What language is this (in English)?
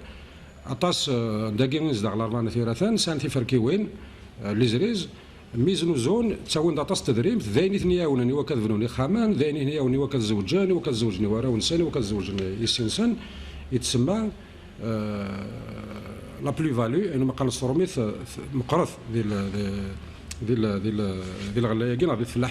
Kabyle